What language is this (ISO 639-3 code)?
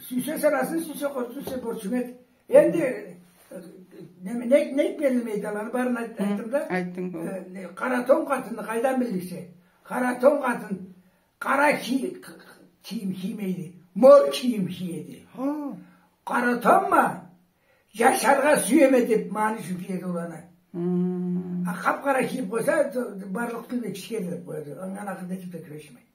krc